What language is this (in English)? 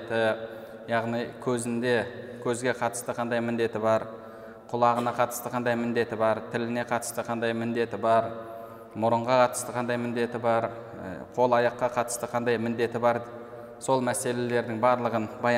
Kazakh